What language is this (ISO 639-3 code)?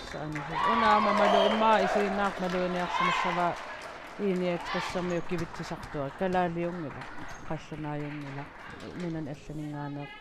kal